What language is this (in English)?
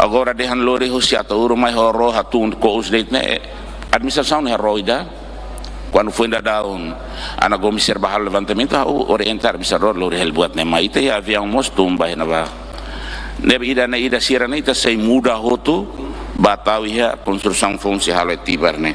Tetum